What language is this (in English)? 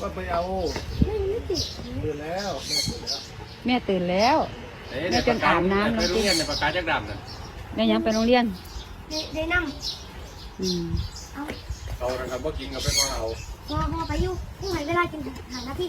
Northeastern Thai